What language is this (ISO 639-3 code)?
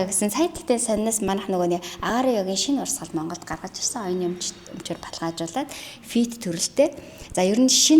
mon